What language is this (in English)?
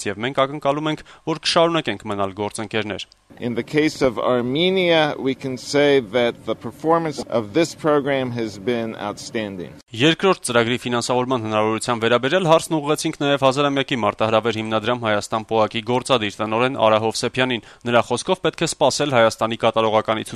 Armenian